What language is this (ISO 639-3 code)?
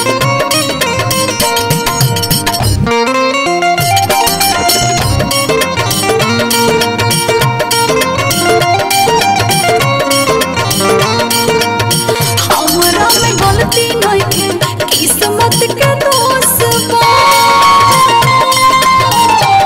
bho